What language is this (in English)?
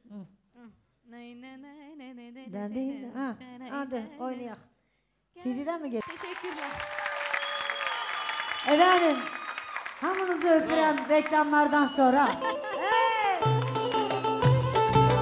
Turkish